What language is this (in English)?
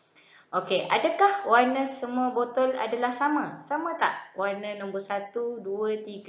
Malay